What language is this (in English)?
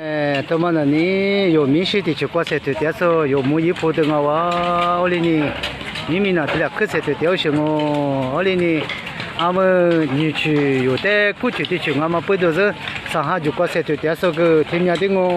Lisu